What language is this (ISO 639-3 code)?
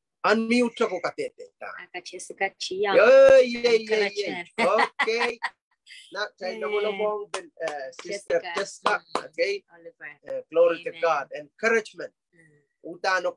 pon